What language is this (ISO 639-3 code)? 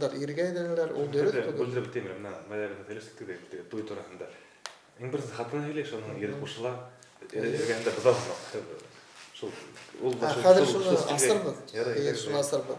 bak